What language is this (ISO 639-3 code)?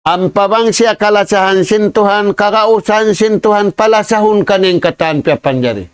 tsg